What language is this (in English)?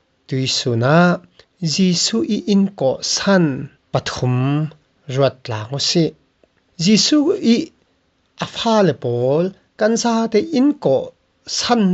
Falam Chin